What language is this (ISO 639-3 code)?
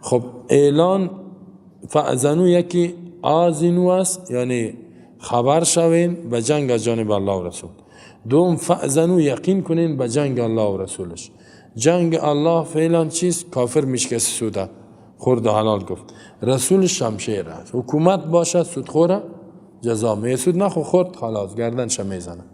fas